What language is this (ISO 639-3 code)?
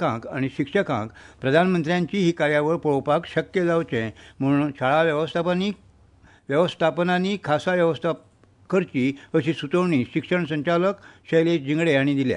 kok